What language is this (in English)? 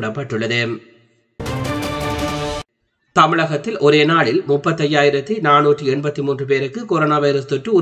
Tamil